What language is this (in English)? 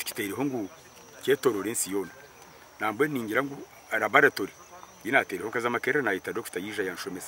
Nyankole